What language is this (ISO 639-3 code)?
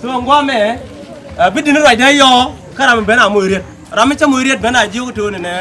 nus